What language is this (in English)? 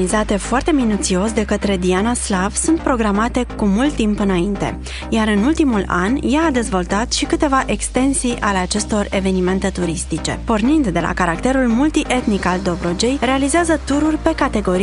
Romanian